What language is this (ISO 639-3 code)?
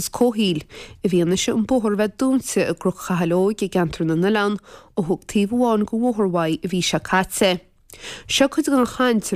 gle